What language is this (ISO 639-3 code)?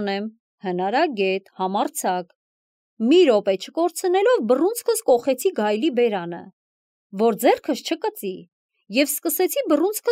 hye